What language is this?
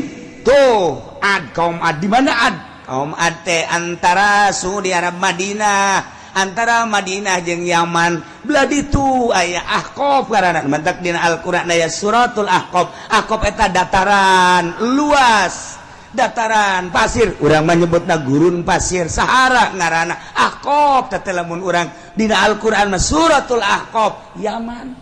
Sundanese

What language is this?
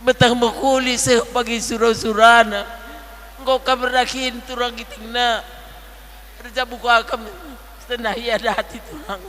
Batak Karo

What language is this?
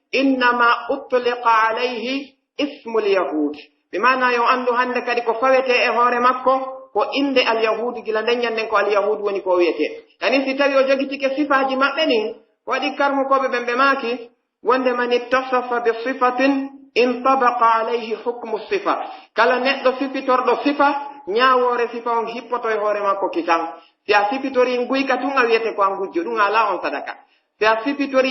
Pular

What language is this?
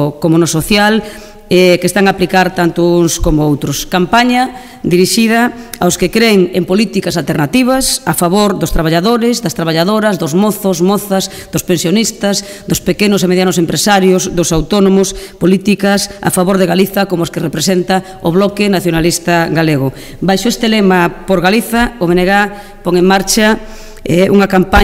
Galician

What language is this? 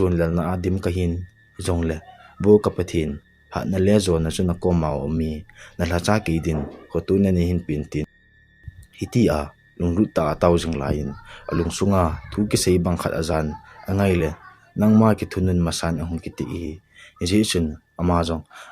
Thado Chin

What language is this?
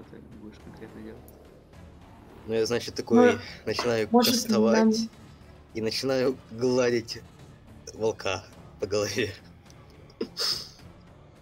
Russian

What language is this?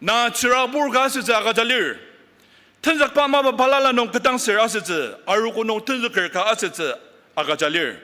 Ao Naga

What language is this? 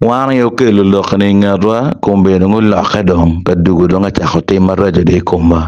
Acoli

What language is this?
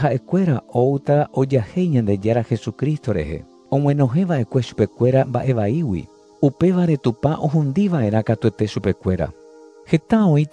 Guarani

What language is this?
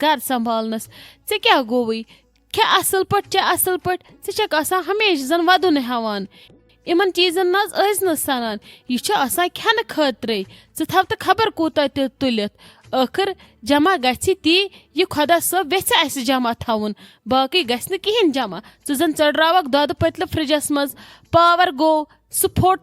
Kashmiri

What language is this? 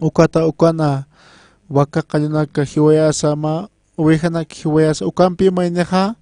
Aymara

